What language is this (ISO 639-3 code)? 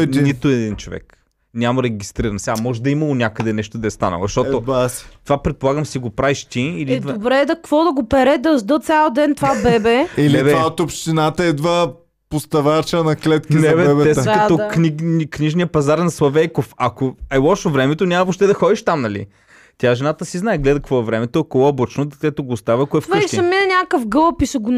bul